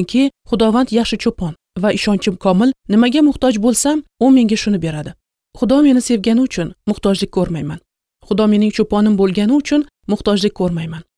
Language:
Uzbek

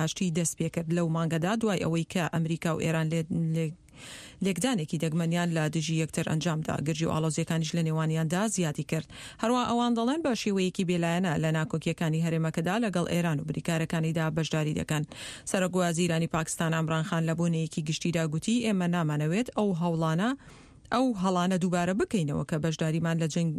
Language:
Central Kurdish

